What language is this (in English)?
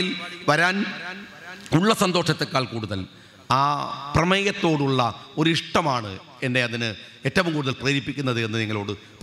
Malayalam